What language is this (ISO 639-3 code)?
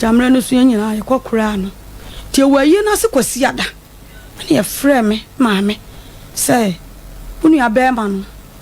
aka